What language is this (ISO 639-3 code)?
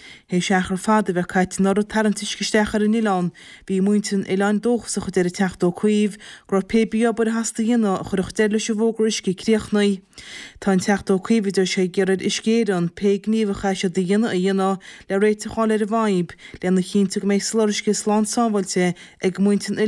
gle